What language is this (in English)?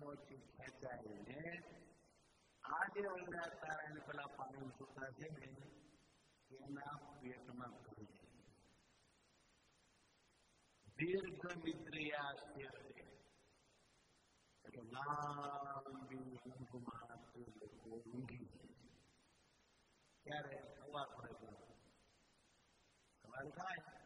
Gujarati